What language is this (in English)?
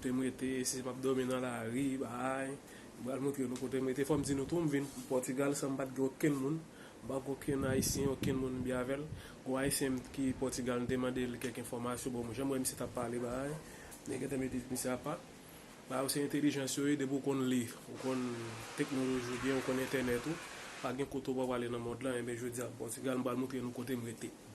Haitian Creole